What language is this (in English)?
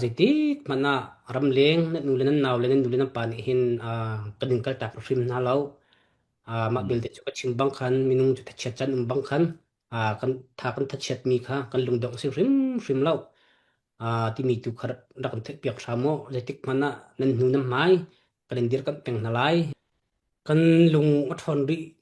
Hakha Chin